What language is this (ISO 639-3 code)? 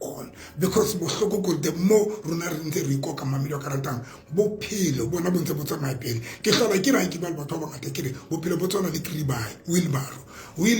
sot